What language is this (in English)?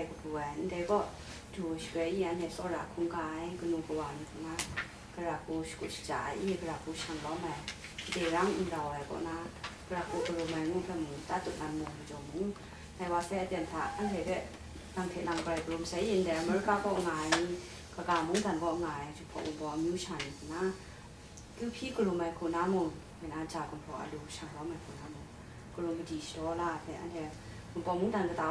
Kachin